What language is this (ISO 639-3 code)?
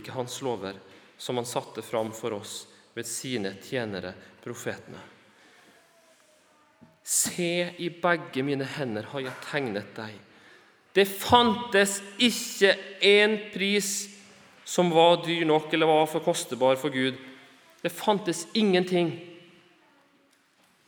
nor